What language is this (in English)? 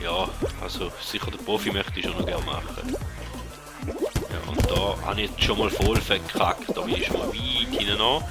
Swiss German